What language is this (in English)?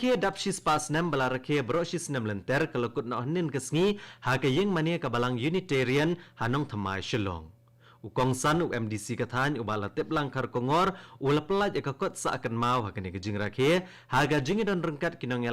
Khasi